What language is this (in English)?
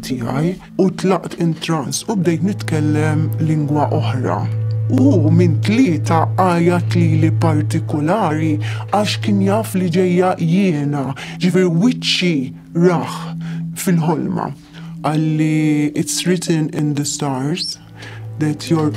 Maltese